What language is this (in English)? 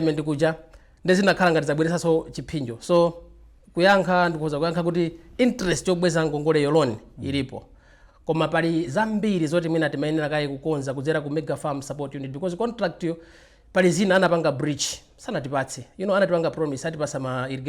Nyanja